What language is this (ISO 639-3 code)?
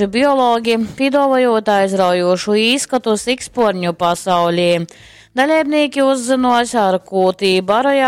ltg